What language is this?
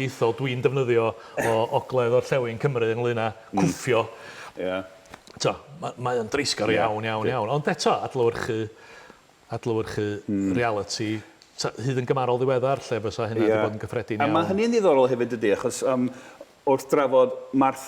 Welsh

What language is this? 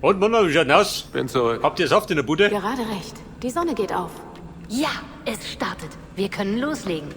Bavarian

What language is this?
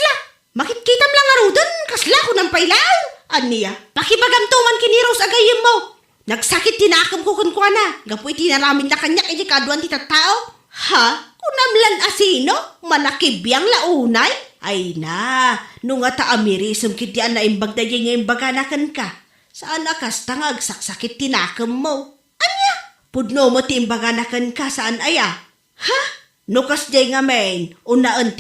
Iloko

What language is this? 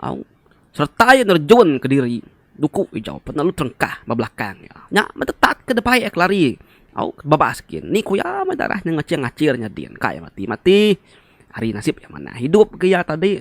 Iban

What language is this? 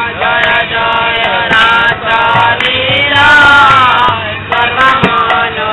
Odia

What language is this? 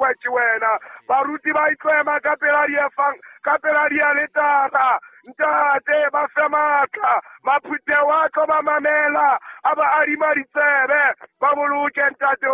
Southern Sotho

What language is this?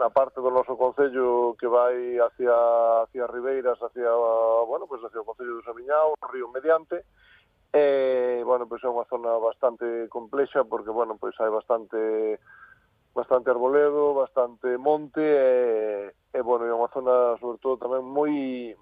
Galician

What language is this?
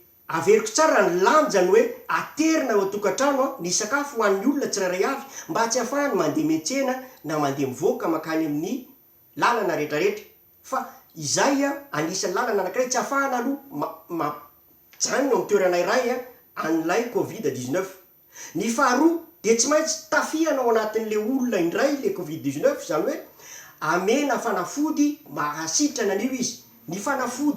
Malagasy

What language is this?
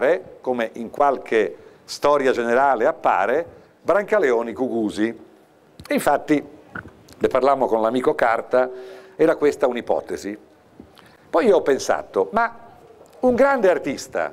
Italian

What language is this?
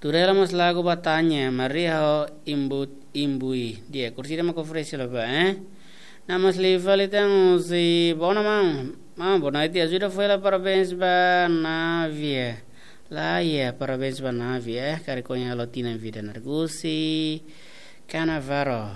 Tetum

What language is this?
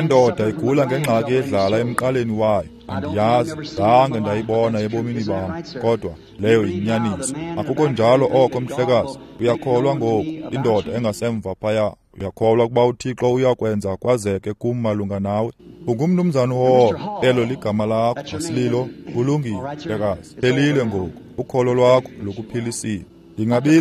Xhosa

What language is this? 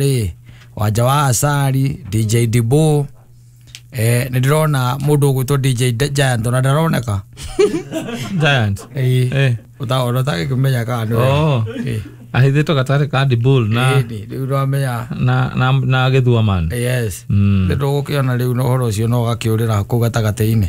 Kikuyu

